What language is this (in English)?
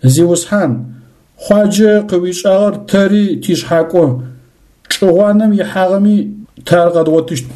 Adyghe